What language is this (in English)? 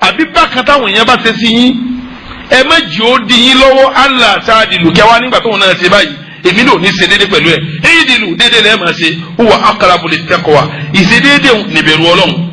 Yoruba